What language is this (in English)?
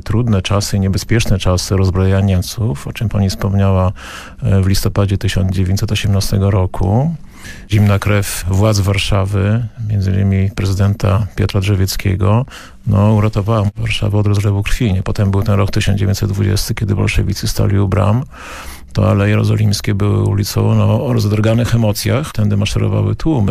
Polish